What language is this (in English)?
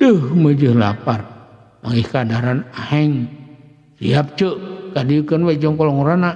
Sundanese